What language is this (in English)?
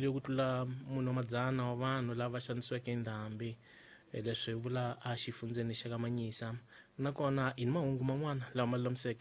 Tsonga